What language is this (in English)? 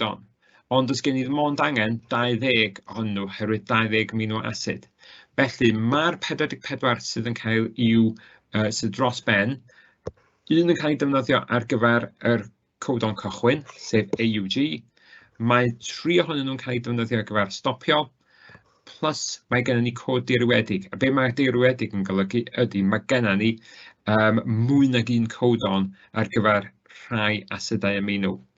Welsh